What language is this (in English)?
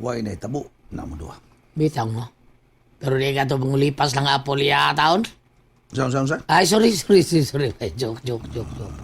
Cebuano